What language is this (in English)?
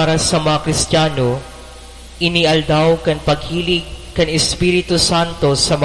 Bikol